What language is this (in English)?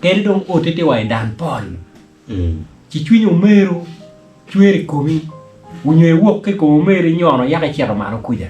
Acoli